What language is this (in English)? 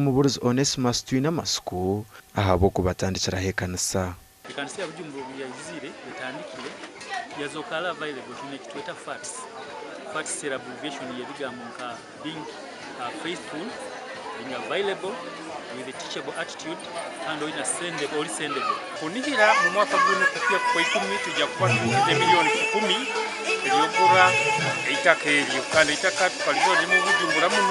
Nyankole